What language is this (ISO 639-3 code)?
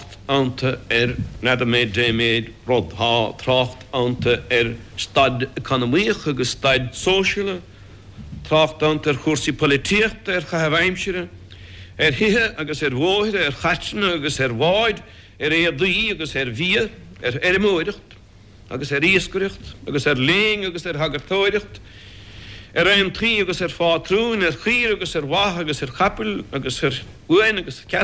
gle